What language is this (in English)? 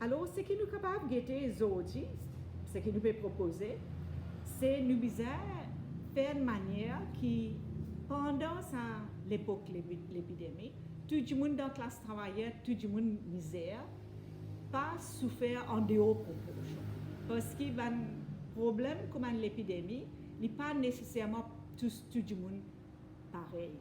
Morisyen